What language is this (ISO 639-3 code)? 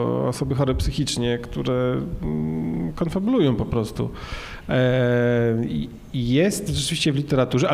pol